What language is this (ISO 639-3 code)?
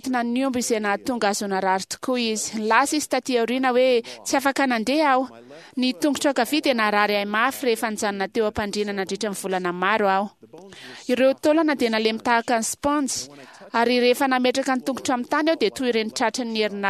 mlg